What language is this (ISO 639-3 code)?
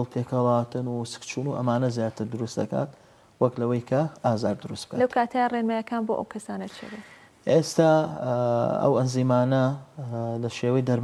ckb